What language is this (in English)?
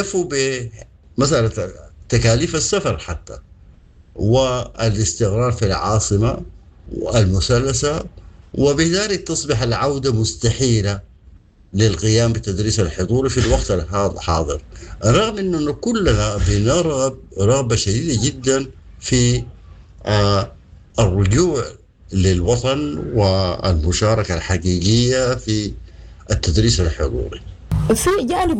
Sudanese Arabic